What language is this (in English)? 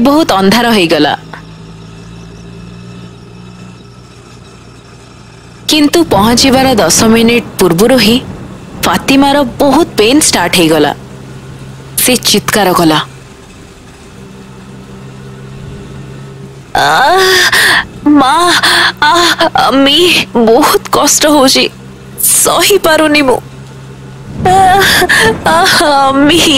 Odia